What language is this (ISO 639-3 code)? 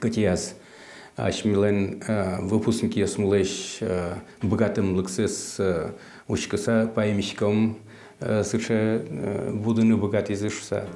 udm